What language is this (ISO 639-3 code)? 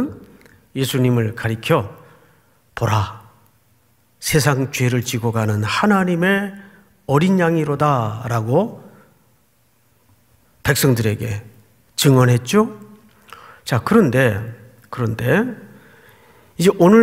kor